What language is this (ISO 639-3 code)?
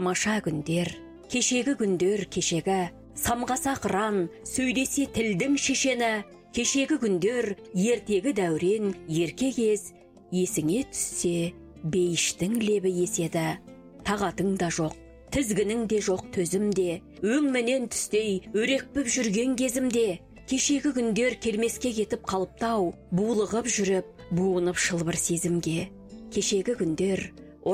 kaz